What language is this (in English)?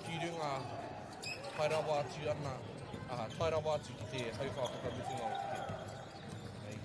Māori